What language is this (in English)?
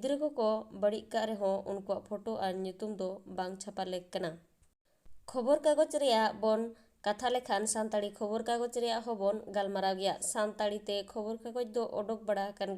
Santali